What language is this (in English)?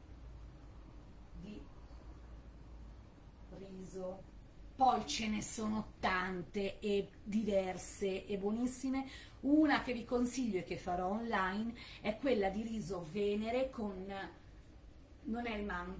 Italian